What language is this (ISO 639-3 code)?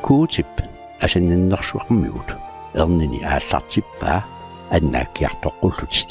kal